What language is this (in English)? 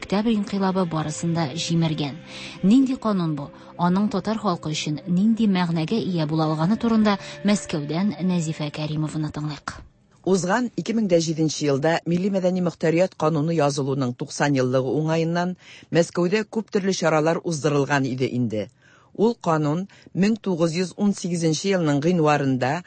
Tatar